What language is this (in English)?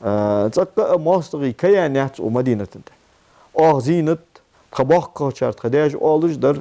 Ingush